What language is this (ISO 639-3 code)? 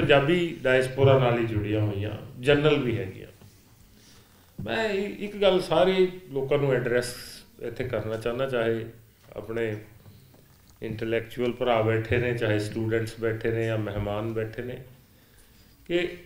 pan